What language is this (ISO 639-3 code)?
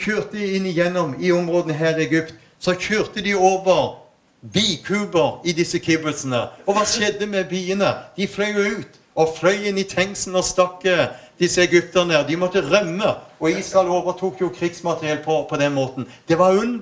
nor